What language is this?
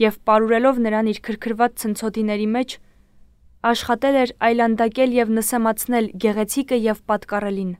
Armenian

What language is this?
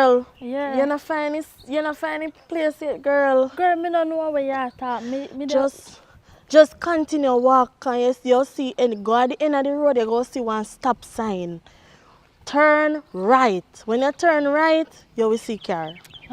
Jamaican Creole English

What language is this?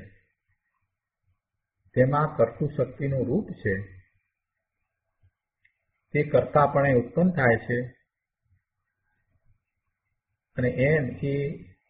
Gujarati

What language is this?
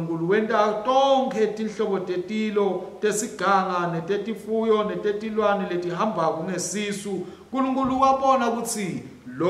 Swati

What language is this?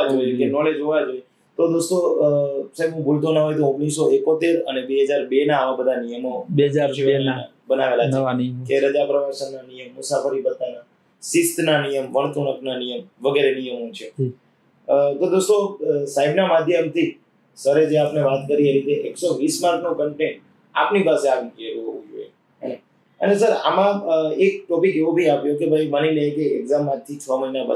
Gujarati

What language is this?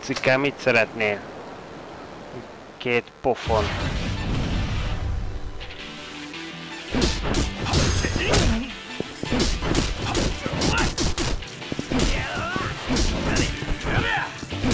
Hungarian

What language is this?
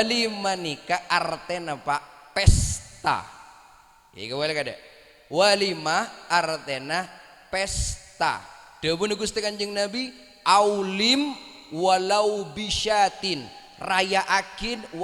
Madurese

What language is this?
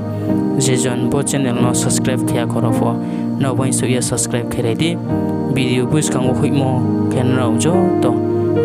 Riang (India)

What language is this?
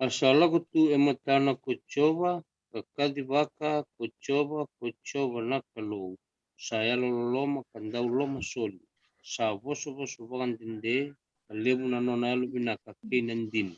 Fijian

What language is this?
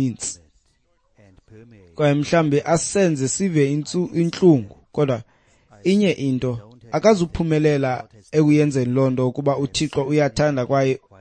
Xhosa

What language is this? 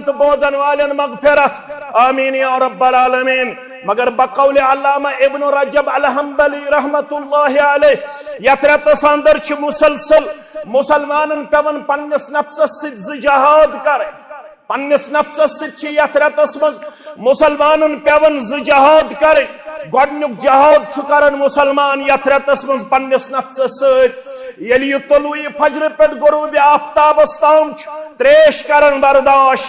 Kashmiri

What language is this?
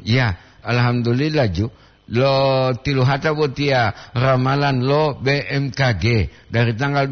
Gorontalo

